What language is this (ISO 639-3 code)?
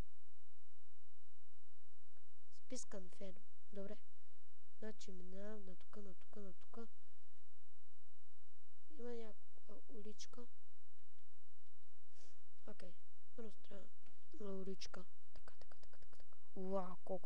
bul